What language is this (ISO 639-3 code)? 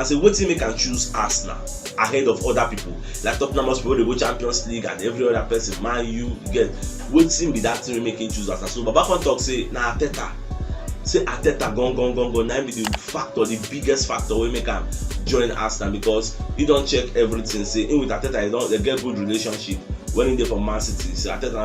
pcm